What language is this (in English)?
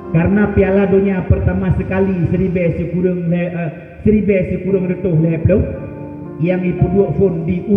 Achinese